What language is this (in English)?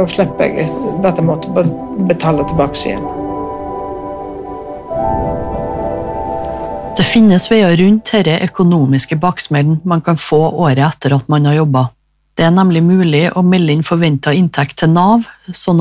Norwegian